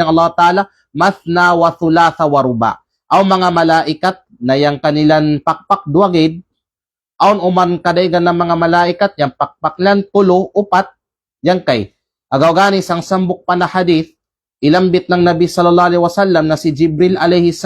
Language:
Kalagan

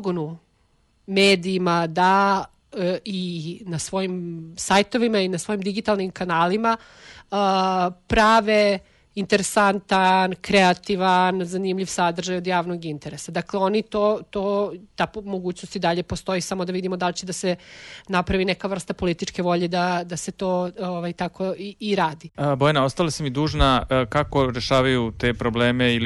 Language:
Serbian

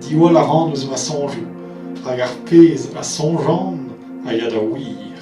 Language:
Breton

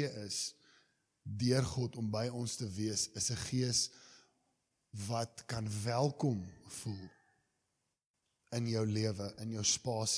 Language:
Afrikaans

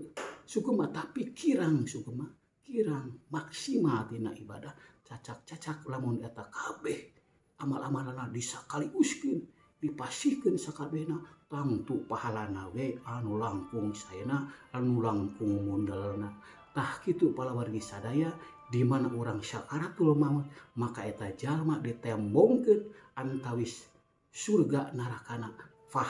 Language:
Sundanese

